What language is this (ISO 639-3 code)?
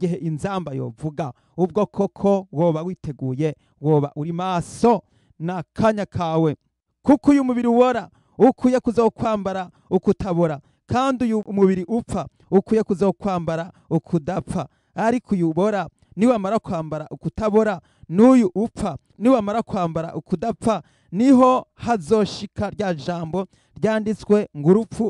run